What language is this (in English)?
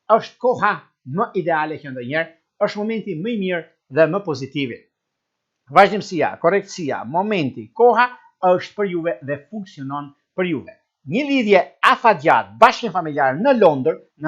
Albanian